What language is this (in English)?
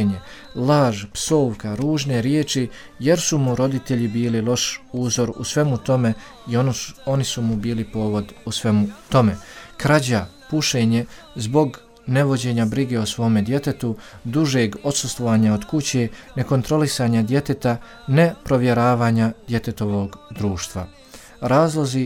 Bosnian